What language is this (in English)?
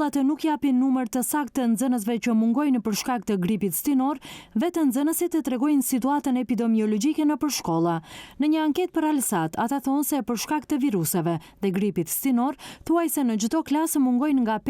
Albanian